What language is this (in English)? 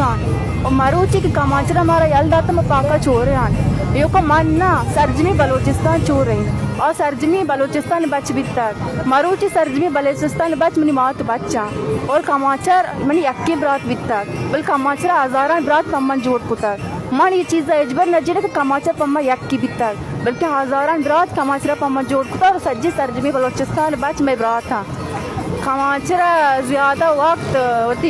Baluchi